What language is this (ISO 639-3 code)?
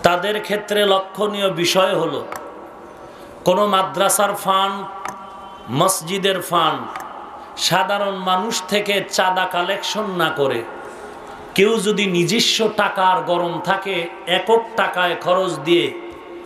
ben